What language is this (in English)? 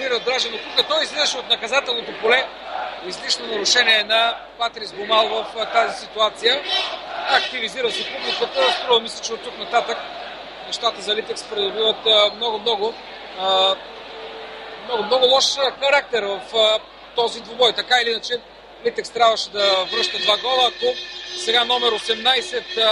Bulgarian